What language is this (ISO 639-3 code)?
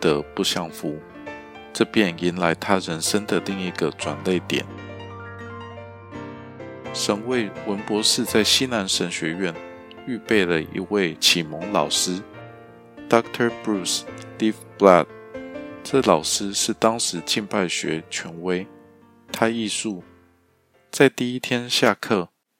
zho